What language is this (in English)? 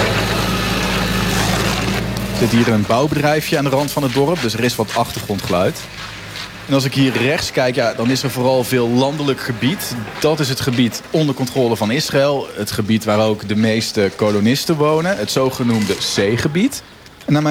Dutch